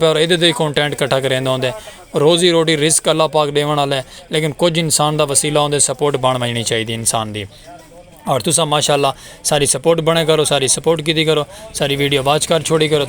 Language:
Saraiki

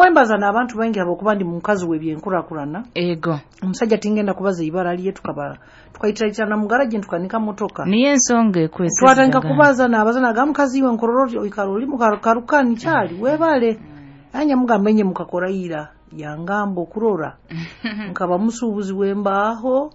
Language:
Nyoro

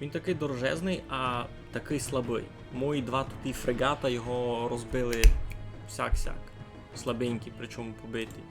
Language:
Rusyn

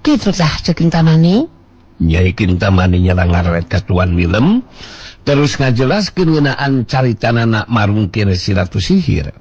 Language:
Sundanese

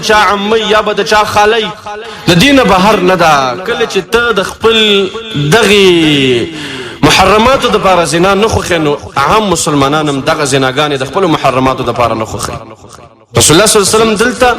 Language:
Pashto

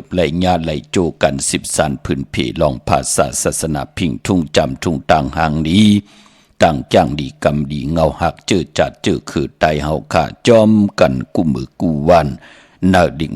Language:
Shan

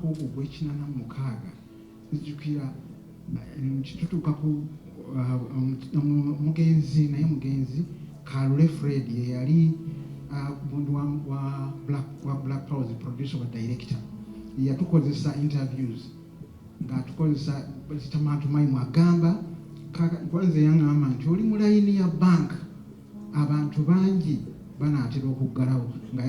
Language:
Ganda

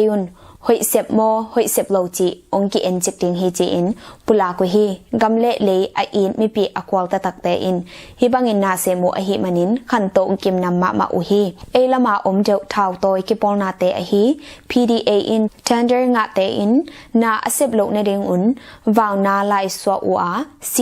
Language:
Tedim Chin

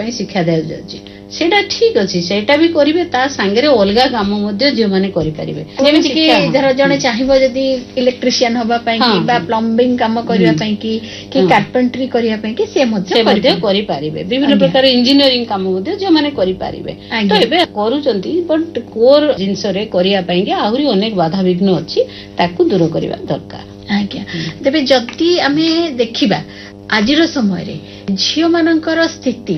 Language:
Odia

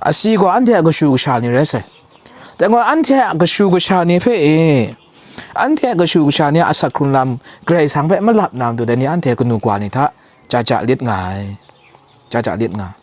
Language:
Kachin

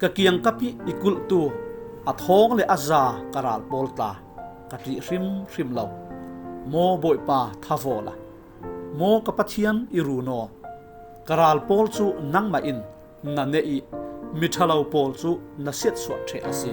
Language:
Falam Chin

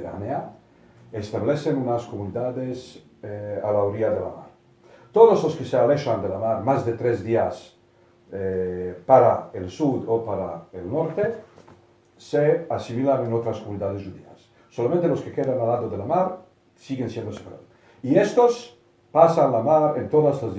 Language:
Ladino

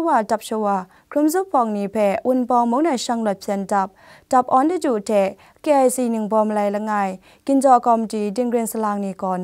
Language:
Kachin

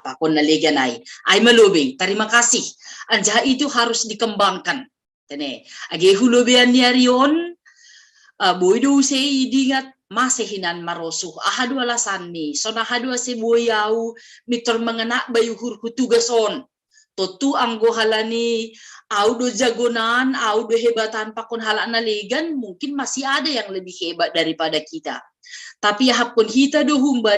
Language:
Batak Simalungun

